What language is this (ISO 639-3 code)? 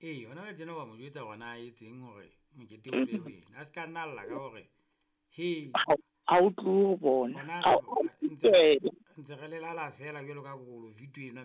sot